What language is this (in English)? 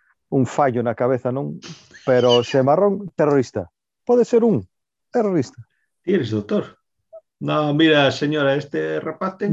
Galician